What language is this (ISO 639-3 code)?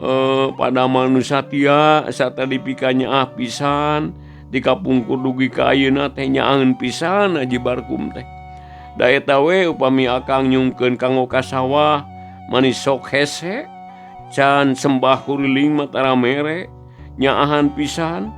sun